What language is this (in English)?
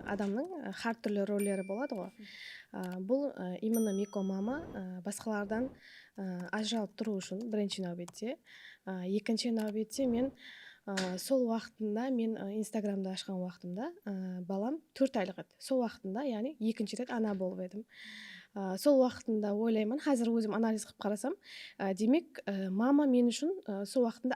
Kara-Kalpak